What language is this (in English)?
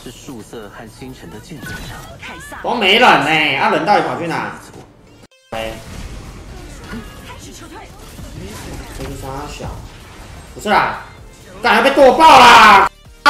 Chinese